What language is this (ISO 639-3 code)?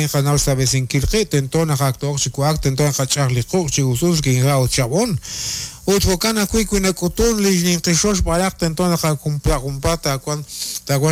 kek